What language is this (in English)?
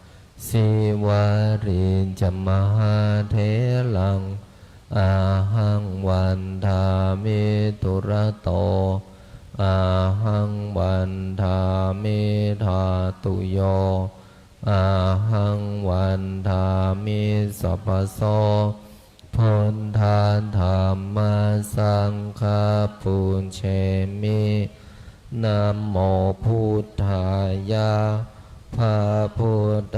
Pali